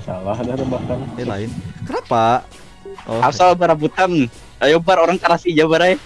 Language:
Banjar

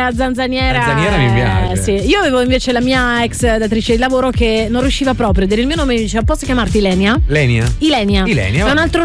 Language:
Italian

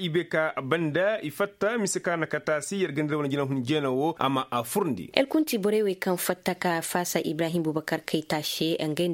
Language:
Koyraboro Senni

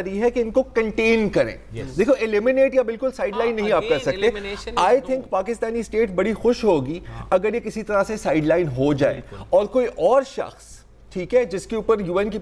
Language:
Urdu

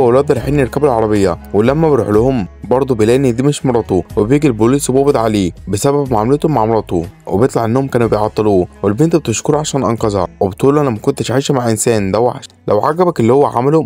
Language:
Egyptian Arabic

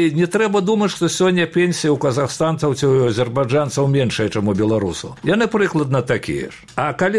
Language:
Belarusian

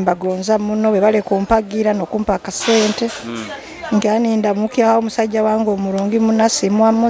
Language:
Nyoro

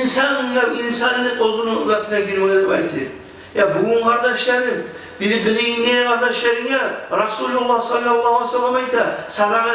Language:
Kumyk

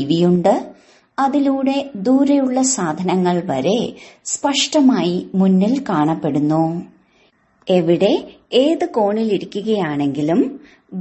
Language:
Malayalam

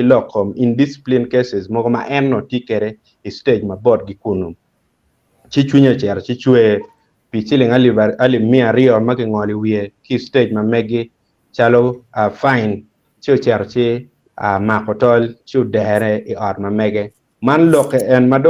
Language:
Acoli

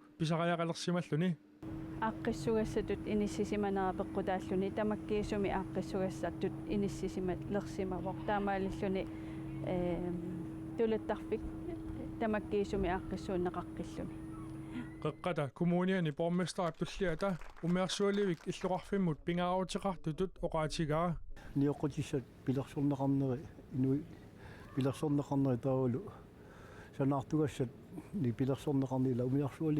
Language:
Kalaallisut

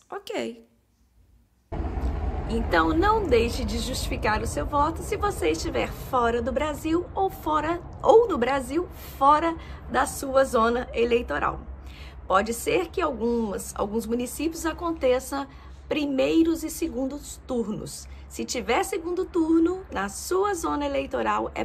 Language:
Portuguese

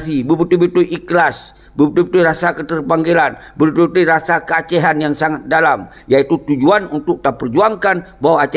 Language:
Achinese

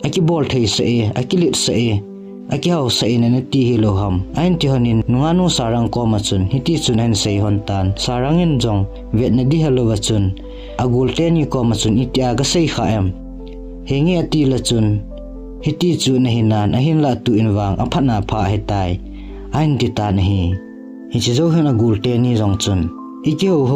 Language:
Thado Chin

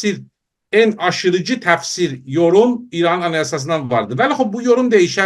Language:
South Azerbaijani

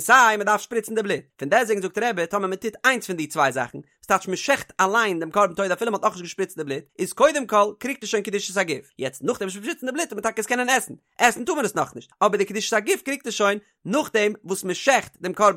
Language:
Yiddish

